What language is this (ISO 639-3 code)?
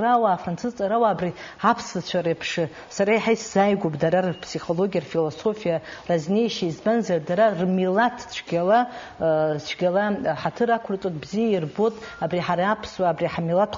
abk